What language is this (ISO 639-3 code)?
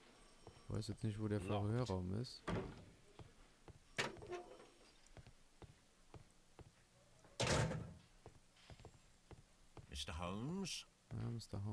deu